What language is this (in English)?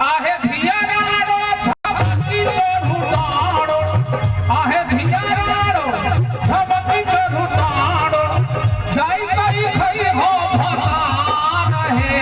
Maithili